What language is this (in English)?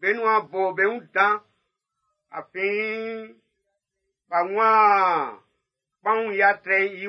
Baoulé